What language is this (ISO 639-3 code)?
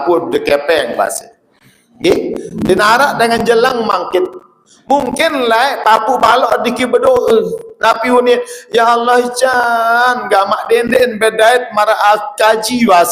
sas